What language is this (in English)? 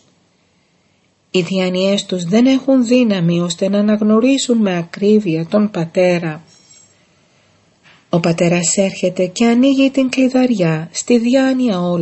Greek